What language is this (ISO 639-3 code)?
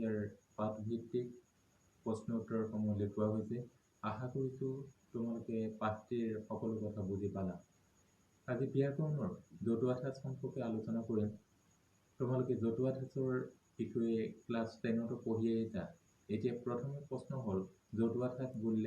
asm